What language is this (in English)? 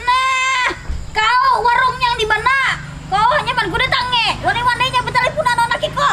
Banjar